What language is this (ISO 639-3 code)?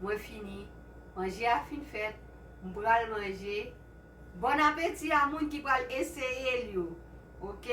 hat